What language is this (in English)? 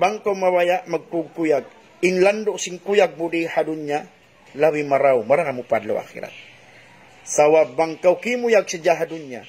Tausug